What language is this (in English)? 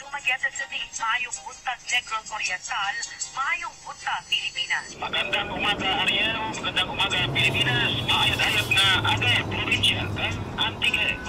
Hiligaynon